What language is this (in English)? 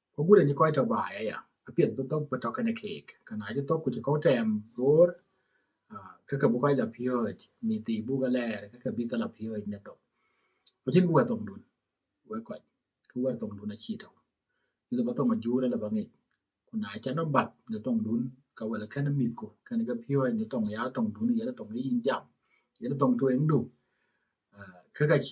Dinka